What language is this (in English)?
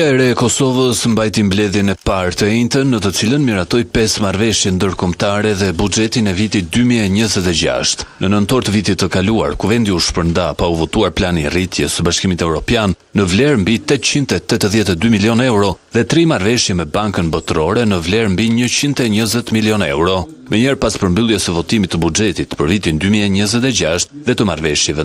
Albanian